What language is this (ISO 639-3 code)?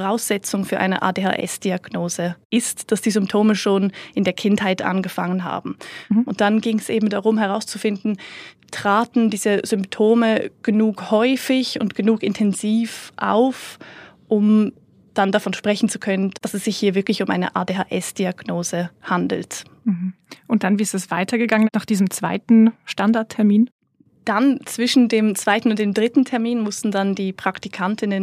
deu